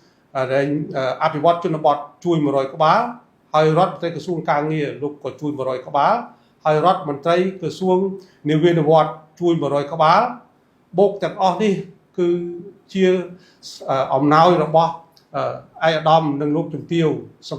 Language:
Khmer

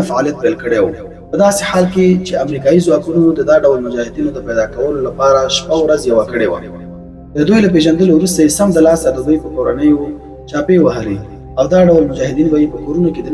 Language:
Pashto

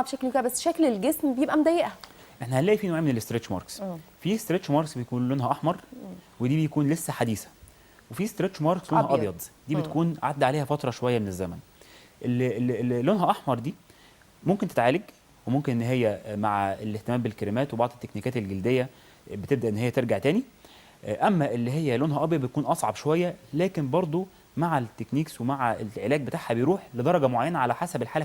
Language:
Egyptian Arabic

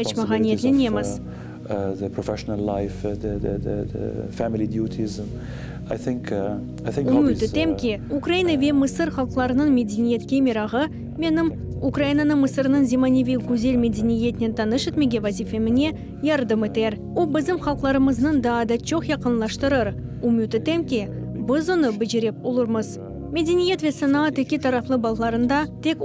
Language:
Crimean Tatar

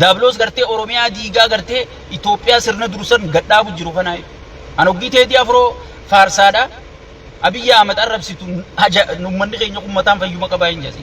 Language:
Oromo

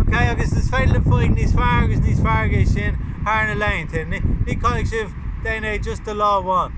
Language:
Irish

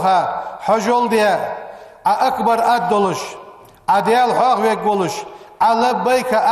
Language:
Ingush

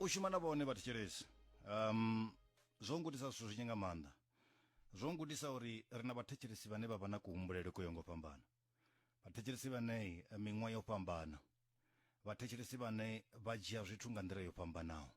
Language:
Venda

